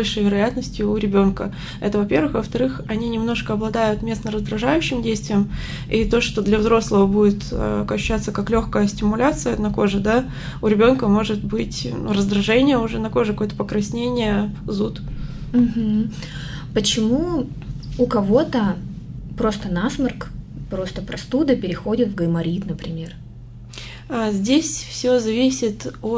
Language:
Russian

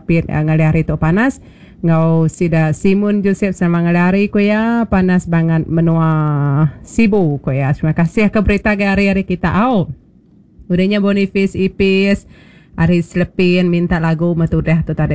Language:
Iban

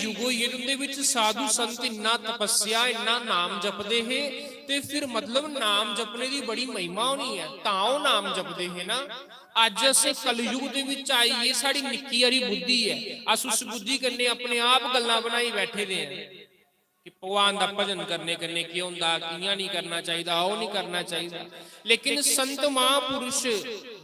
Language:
Dogri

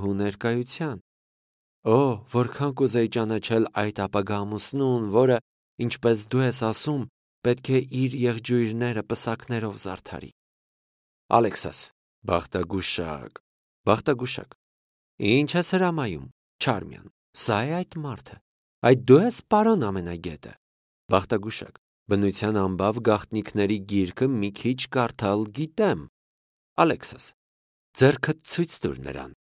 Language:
Armenian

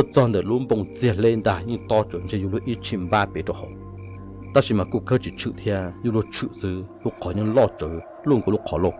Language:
Hmong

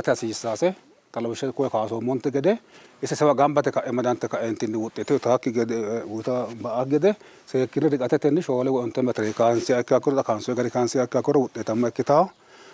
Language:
Sidamo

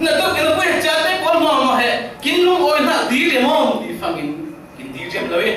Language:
Falam Chin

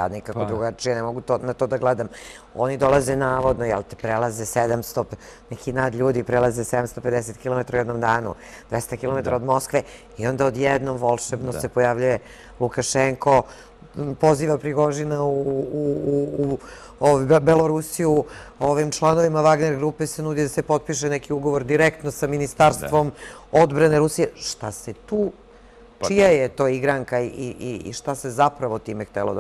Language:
Serbian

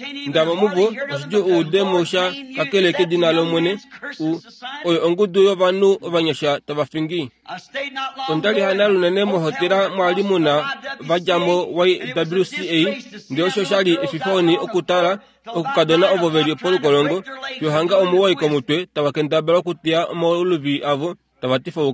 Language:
Kuanyama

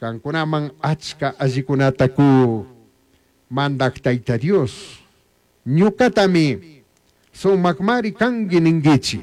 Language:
Chimborazo Highland Quichua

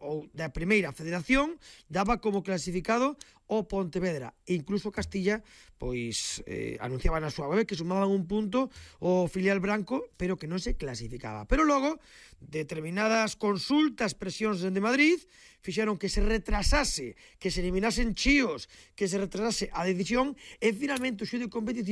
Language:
Galician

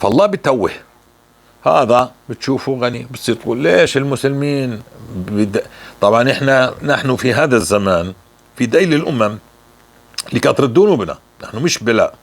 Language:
North Levantine Arabic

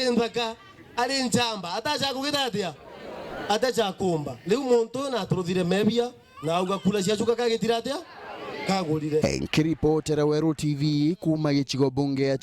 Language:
Meru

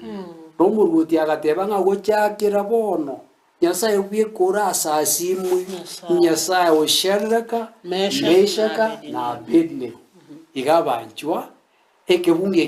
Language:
Gusii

